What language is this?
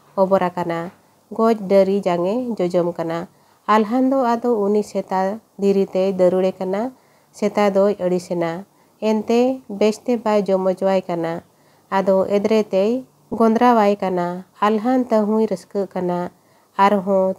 Santali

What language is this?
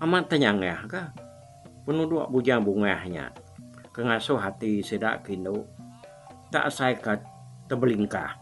Iban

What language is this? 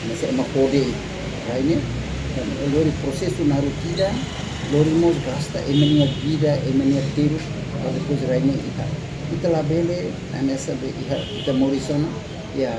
Tetum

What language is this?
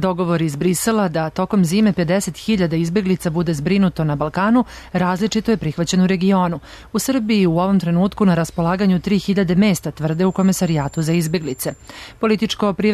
Serbian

